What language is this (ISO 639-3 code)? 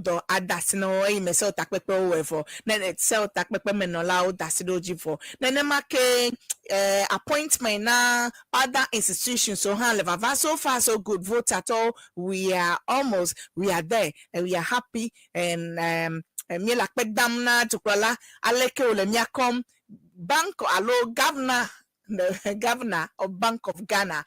ewe